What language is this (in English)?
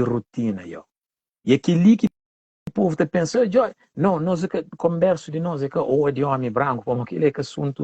Kabuverdianu